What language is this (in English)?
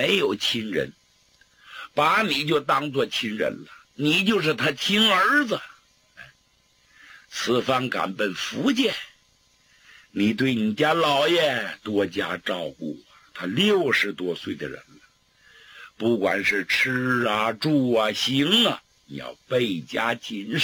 Chinese